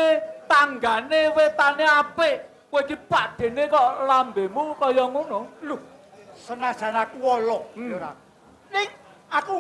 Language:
Javanese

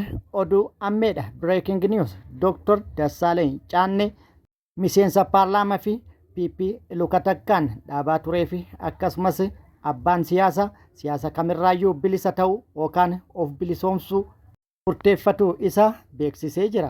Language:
Oromo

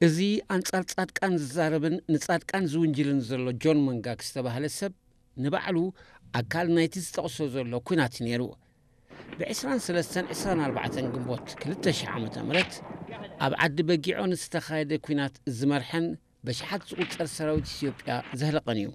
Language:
Tigrinya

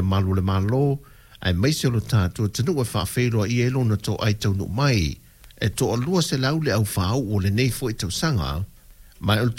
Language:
Samoan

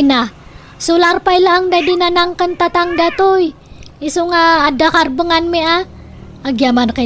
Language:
Iloko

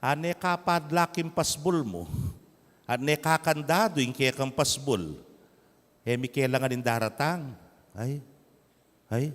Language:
Pampanga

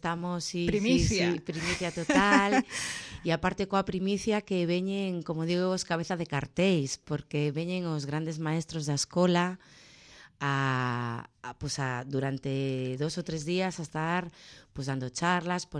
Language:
Galician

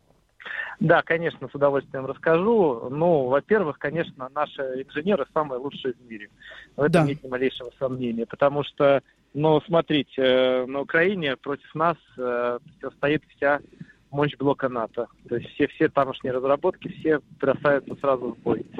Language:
Russian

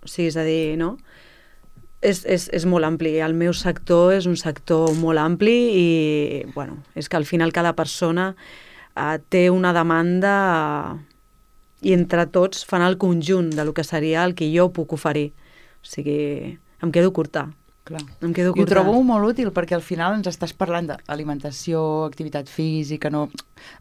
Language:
Catalan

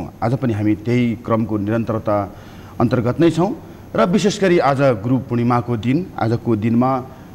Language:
Nepali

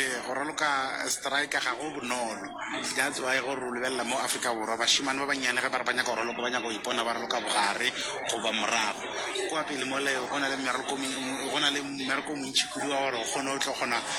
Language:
Northern Sotho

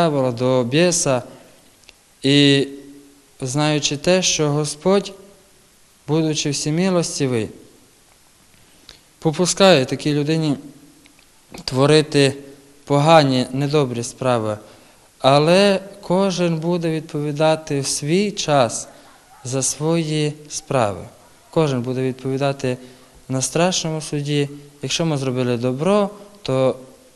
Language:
Ukrainian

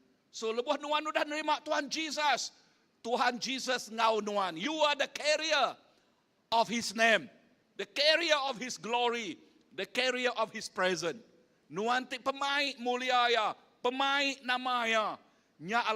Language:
Iban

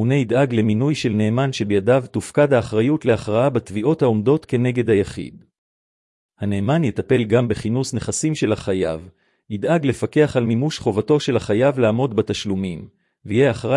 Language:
Hebrew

